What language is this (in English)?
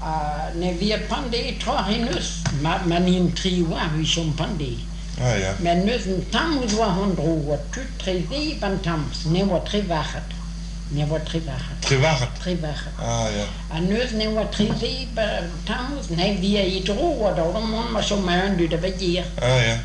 Breton